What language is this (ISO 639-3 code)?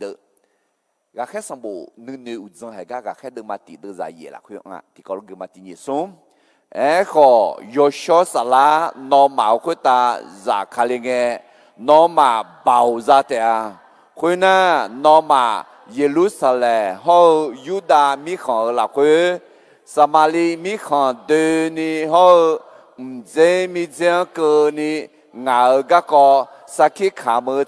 ahk